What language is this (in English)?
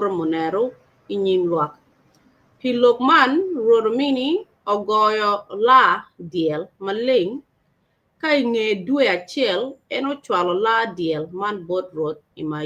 Acoli